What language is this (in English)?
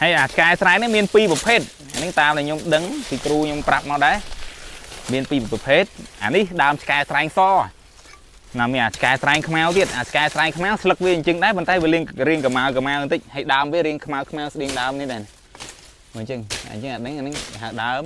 Khmer